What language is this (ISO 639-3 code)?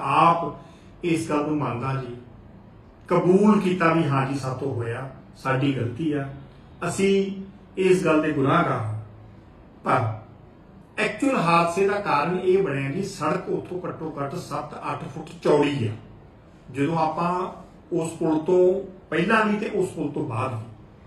pan